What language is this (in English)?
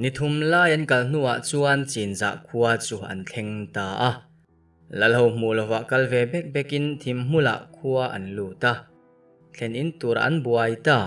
Mizo